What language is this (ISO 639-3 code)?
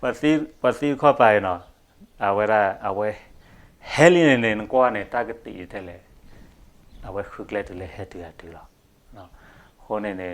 ksw